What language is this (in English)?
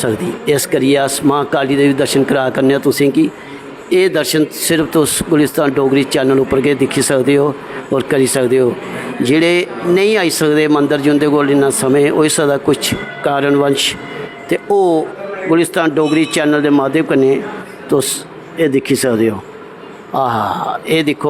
Dogri